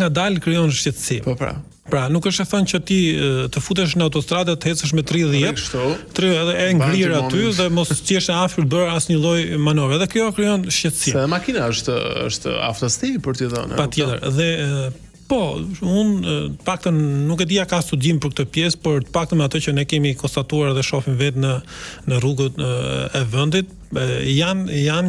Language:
Albanian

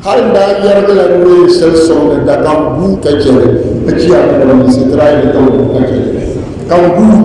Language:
Dagbani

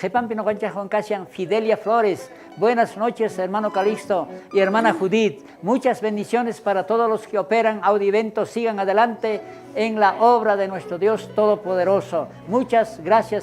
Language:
South Bolivian Quechua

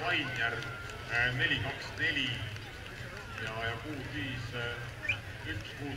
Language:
Estonian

